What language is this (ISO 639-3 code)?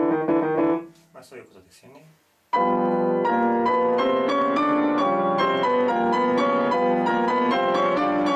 jpn